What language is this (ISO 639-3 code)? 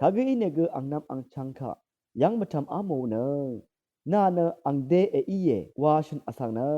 raw